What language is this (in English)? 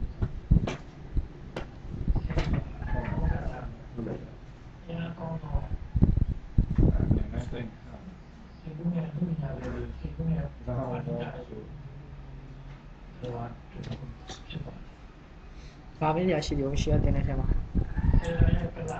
Burmese